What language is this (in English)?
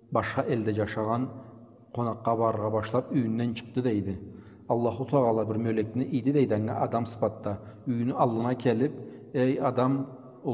Karachay-Balkar